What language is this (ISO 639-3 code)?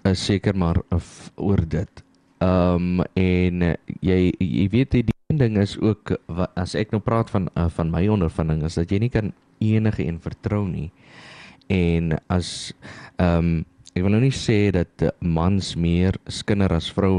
afr